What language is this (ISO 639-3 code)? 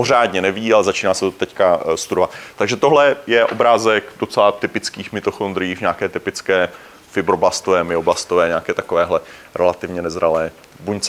ces